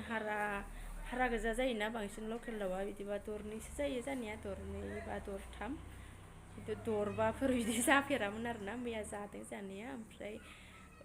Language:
Bodo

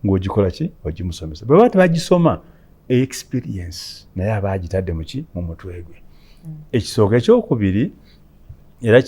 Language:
Ganda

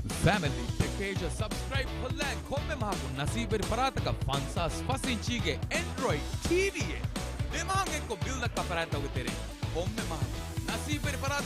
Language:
Divehi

